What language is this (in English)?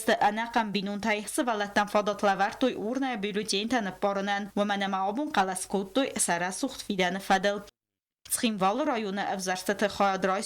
Ossetic